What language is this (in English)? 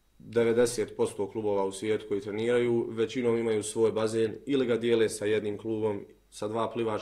Bosnian